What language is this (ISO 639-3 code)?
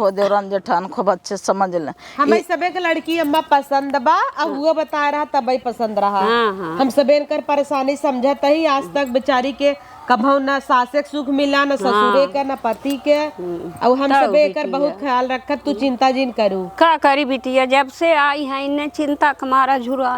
awa